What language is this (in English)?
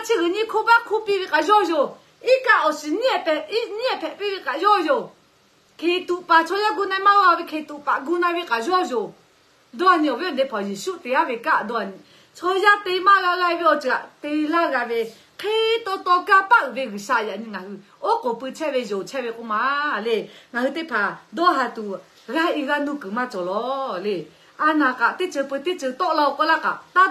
Lahu